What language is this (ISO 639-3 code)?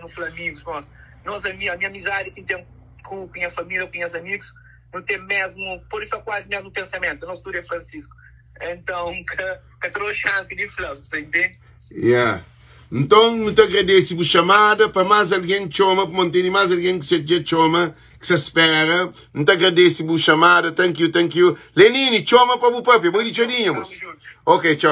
kea